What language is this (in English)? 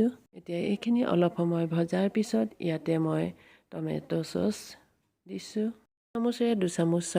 Assamese